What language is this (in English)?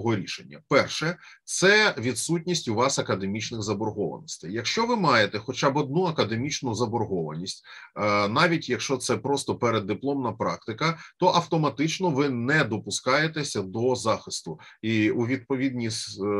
Ukrainian